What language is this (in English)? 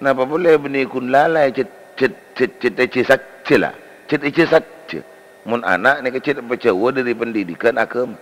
Madurese